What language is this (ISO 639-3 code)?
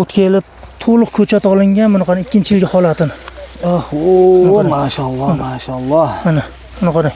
uzb